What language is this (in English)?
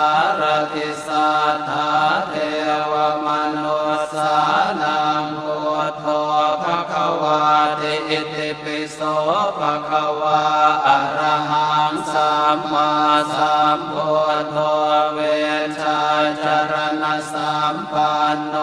Pali